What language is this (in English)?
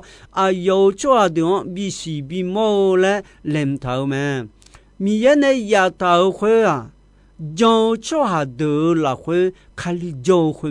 Akha